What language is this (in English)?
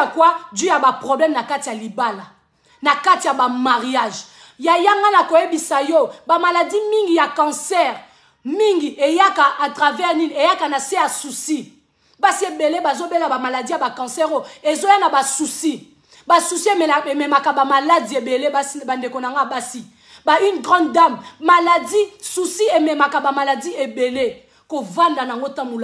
Lingala